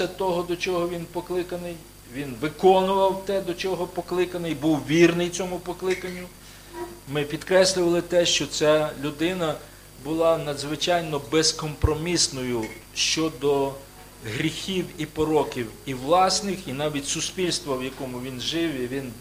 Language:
Ukrainian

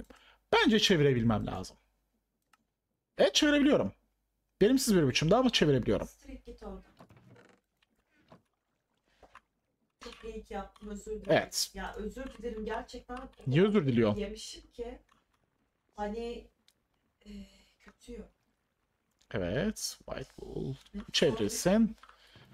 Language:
Turkish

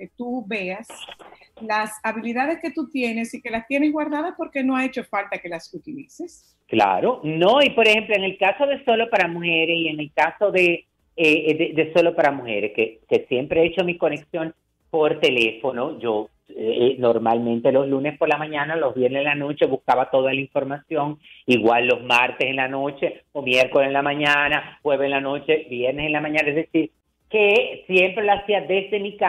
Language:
Spanish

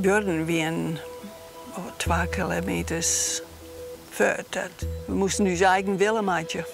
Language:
Western Frisian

